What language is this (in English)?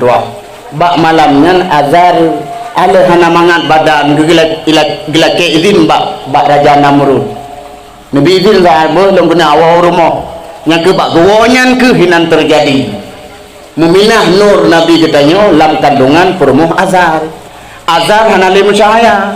Achinese